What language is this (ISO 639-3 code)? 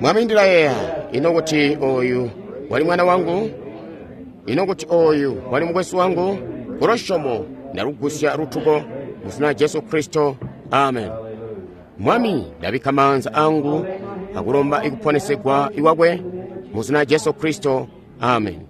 toi